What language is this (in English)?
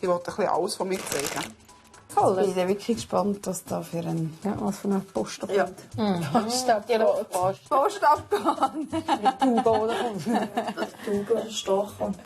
Swiss German